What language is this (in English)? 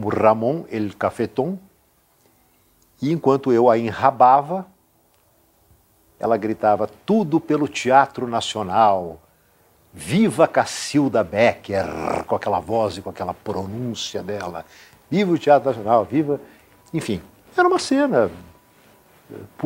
Portuguese